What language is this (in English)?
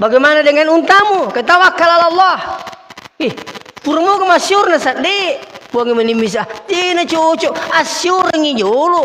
Buginese